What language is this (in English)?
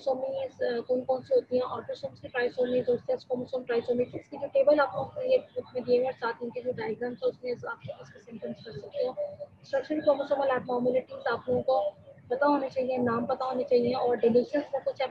Hindi